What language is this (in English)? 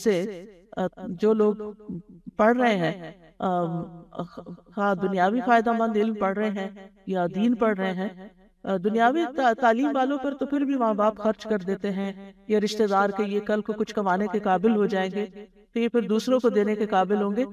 Urdu